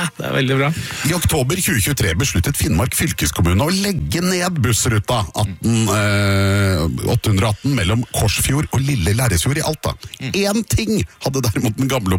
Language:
Norwegian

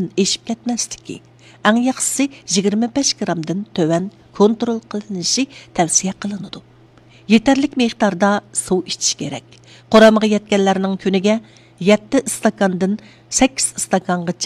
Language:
Uyghur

